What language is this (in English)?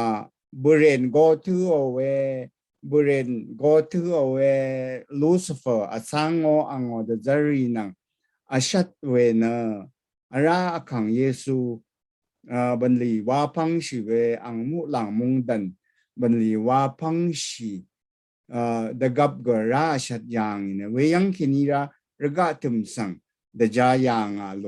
Rawang